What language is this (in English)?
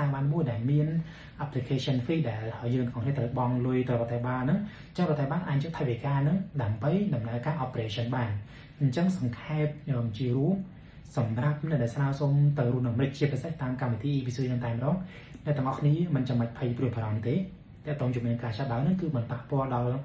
Khmer